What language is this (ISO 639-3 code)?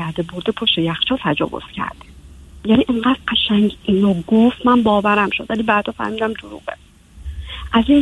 fas